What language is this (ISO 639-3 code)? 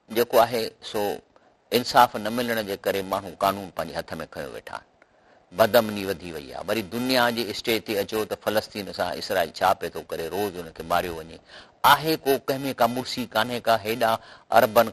snd